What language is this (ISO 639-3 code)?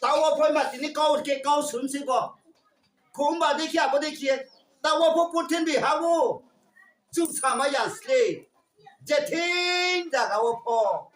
ria